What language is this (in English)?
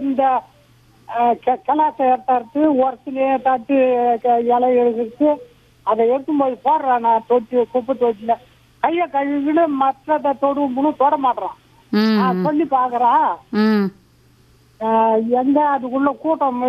Tamil